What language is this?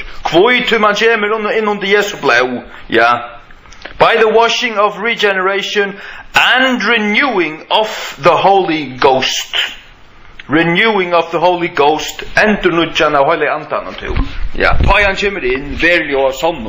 Faroese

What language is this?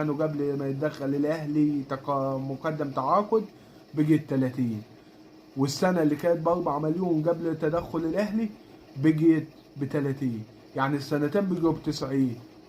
Egyptian Arabic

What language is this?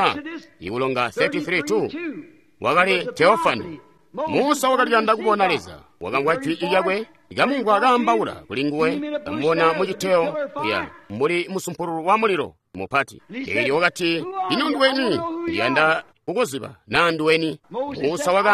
Tonga (Zambia)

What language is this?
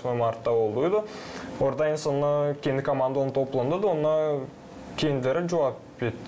Gagauz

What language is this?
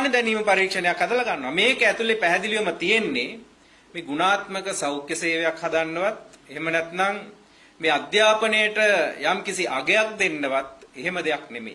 Sinhala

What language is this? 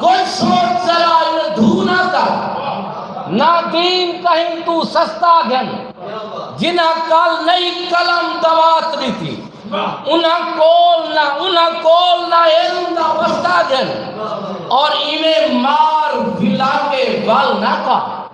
Saraiki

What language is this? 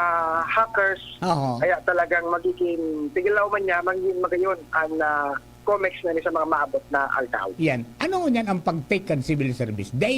Bikol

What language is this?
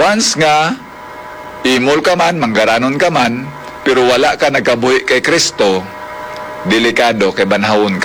Hiligaynon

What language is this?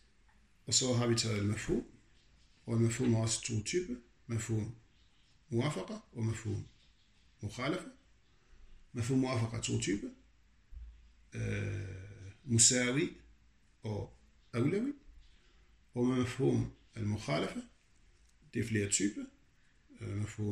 Danish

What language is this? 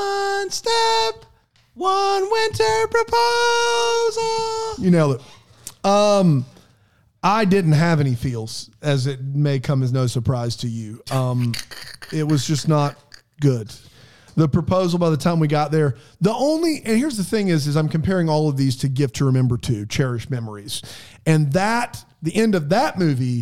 English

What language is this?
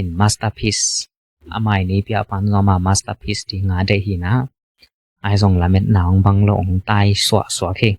Tedim Chin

